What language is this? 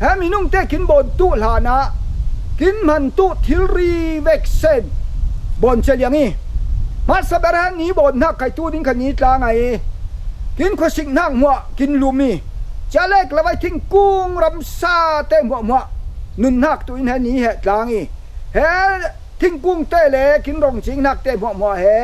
Falam Chin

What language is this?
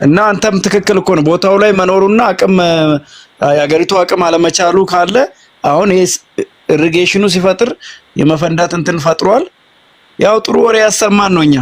Amharic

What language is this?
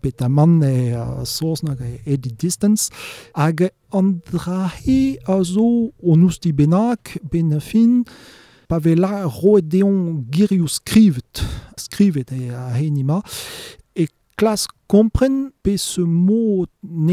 Breton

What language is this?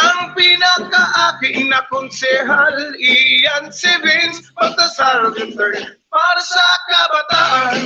Bikol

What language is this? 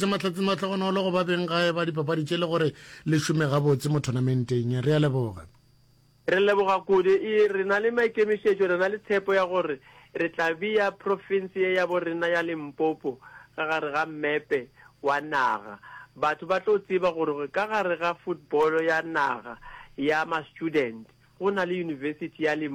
Northern Sotho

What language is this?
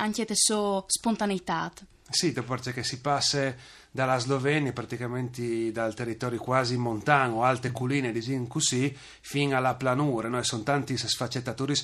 Friulian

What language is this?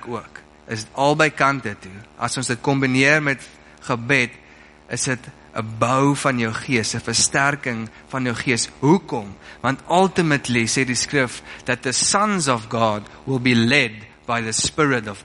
Afrikaans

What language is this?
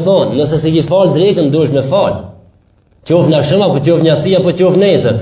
Albanian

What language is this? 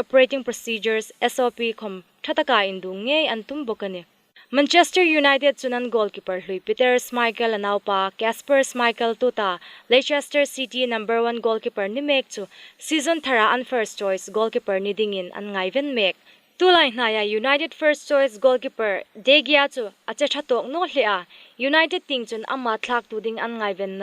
Hmar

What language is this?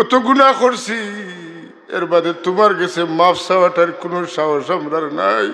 Sylheti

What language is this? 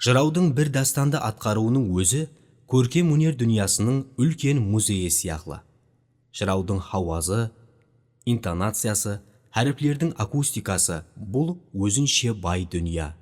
Kara-Kalpak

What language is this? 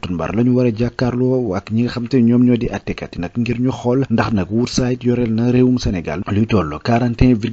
Wolof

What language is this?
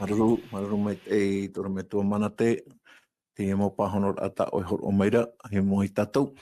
Tahitian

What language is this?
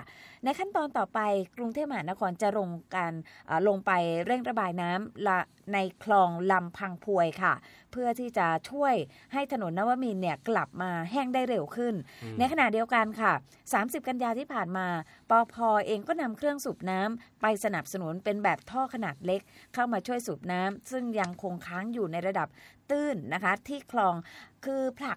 Thai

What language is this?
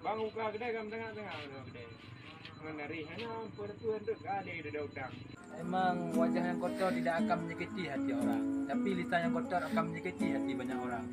Achinese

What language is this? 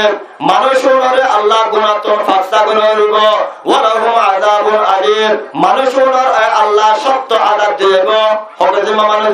Rohingya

